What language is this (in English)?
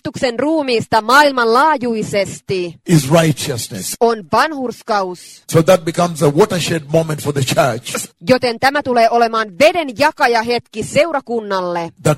Finnish